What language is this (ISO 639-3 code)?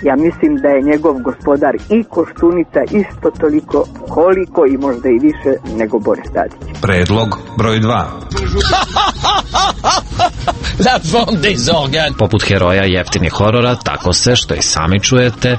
srp